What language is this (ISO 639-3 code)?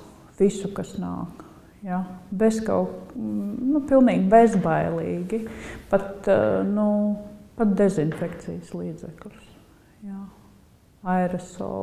lav